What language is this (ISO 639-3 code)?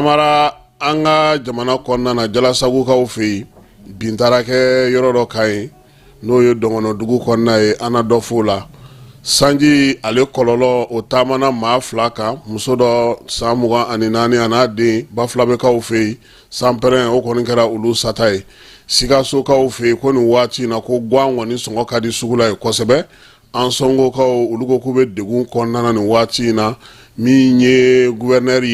bam